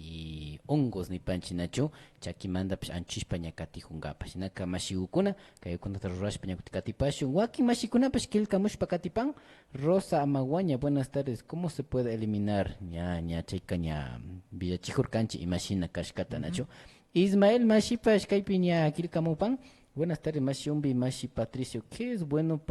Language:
Imbabura Highland Quichua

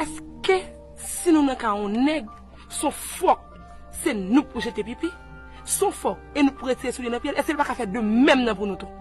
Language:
Haitian Creole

